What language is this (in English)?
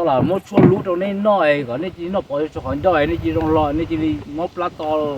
Hmong